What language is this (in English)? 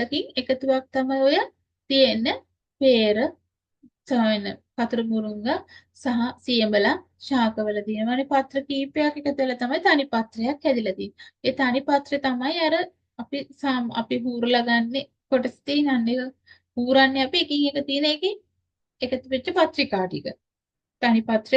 Sinhala